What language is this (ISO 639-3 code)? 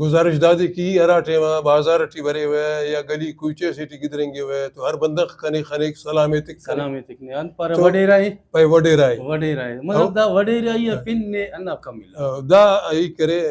brh